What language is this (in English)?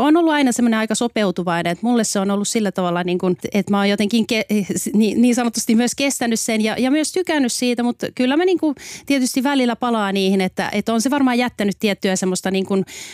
Finnish